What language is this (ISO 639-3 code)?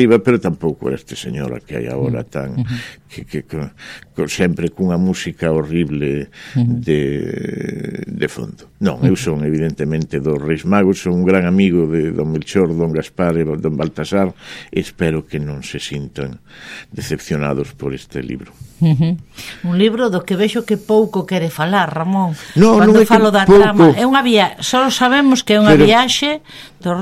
glg